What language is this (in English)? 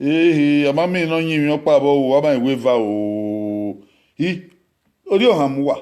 Bini